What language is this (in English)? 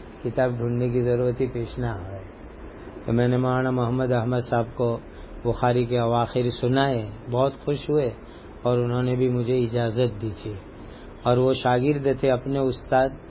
Urdu